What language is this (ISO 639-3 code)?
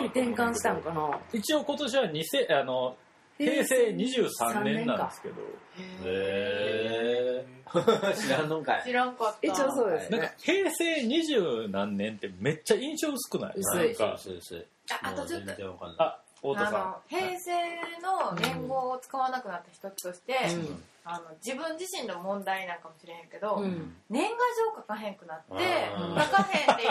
jpn